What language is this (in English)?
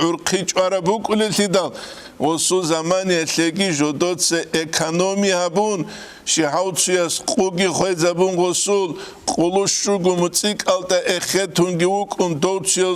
Avaric